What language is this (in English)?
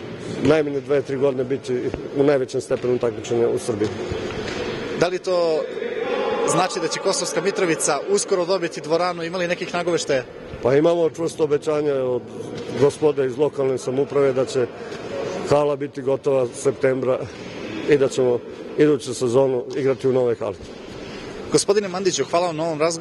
Serbian